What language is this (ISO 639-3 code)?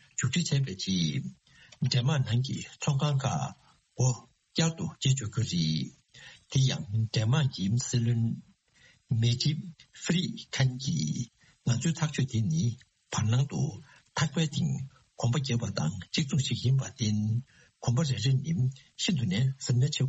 bod